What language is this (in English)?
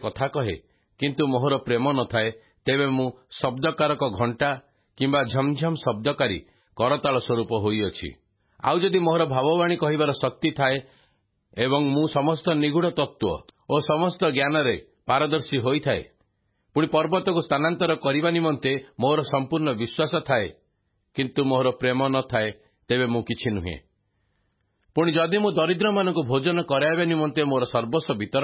Odia